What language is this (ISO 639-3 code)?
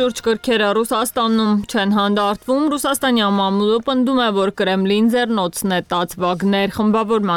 hye